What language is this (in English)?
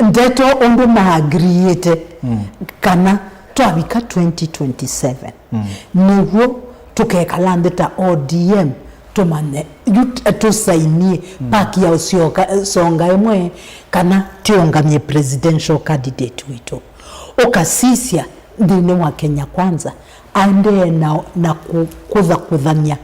Kamba